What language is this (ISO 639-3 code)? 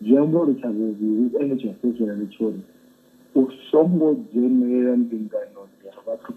ven